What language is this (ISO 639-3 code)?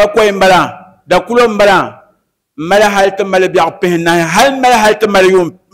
dag